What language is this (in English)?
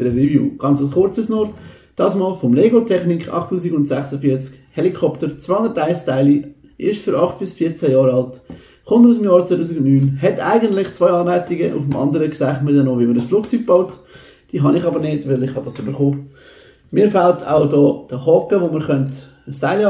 Swiss German